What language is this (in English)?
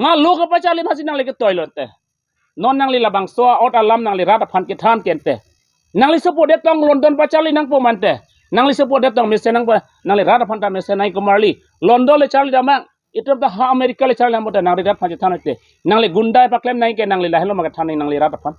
Karbi